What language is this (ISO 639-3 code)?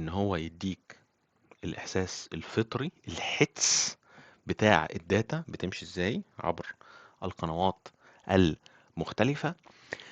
arz